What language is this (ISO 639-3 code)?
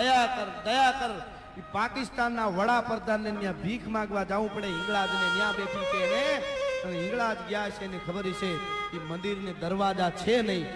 guj